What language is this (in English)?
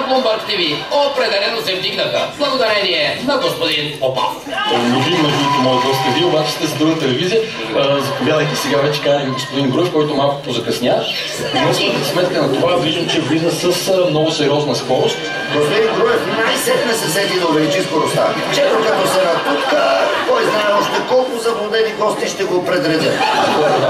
Bulgarian